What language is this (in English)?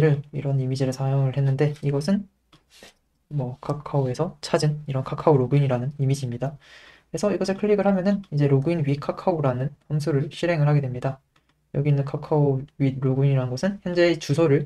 Korean